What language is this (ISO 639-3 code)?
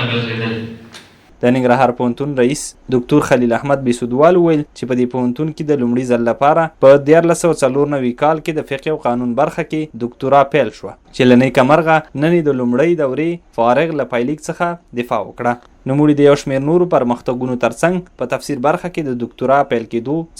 pus